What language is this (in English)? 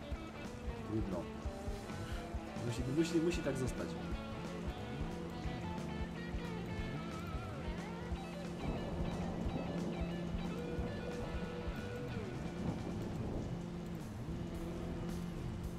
Polish